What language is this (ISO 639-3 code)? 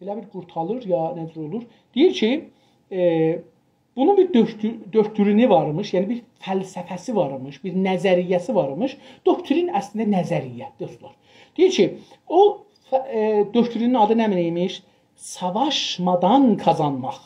azb